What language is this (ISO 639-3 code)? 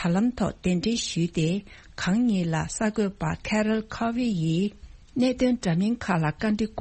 bod